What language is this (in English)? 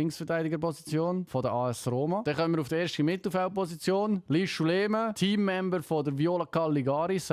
Swiss German